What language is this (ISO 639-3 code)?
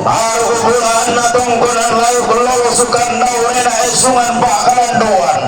sda